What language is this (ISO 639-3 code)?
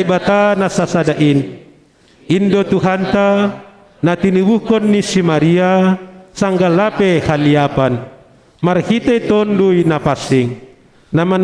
bts